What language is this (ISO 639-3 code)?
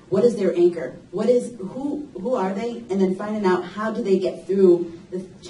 eng